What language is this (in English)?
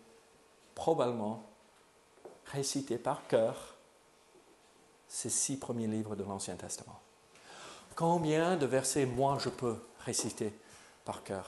French